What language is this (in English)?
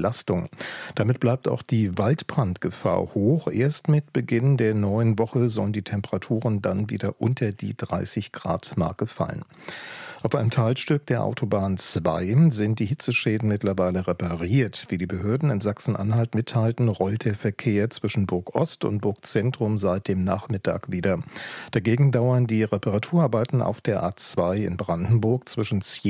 German